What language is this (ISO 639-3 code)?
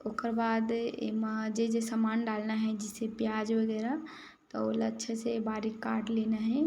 hne